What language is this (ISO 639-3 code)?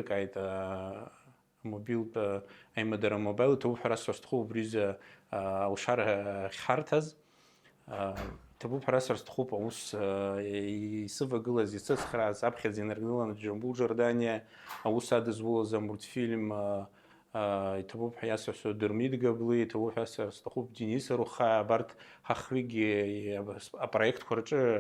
abk